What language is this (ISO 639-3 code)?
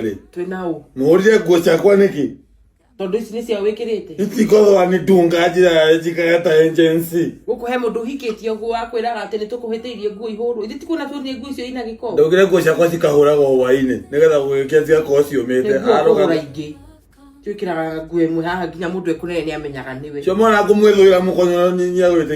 kik